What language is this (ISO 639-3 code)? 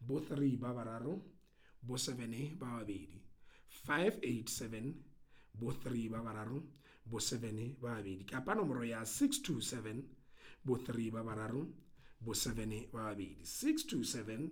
sot